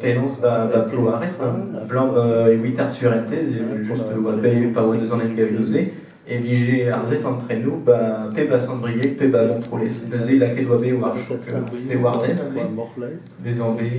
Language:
Breton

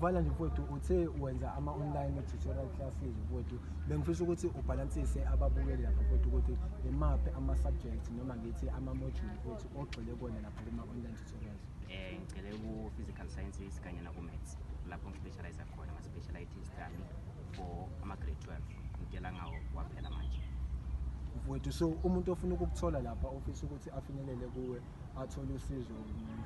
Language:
Zulu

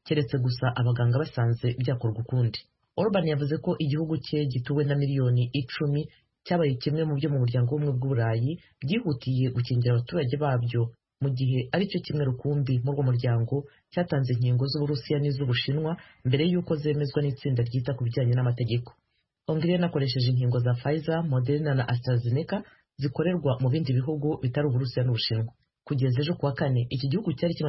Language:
Kinyarwanda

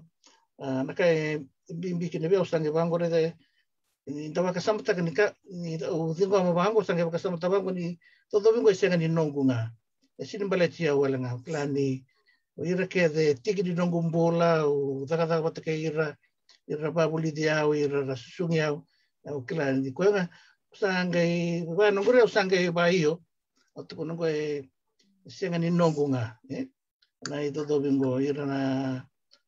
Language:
Fijian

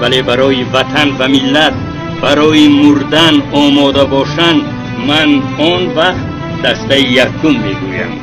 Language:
Tajik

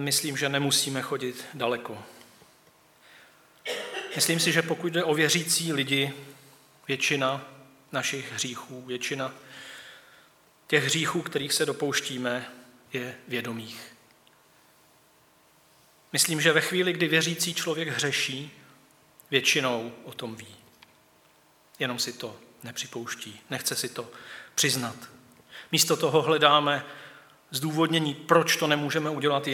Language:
Czech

